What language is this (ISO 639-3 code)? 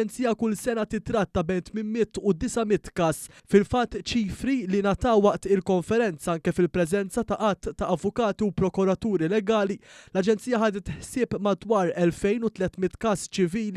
mlt